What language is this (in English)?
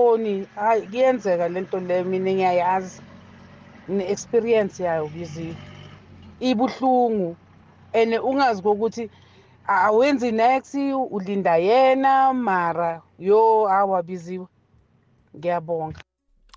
South Ndebele